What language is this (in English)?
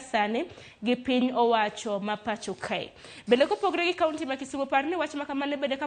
Luo (Kenya and Tanzania)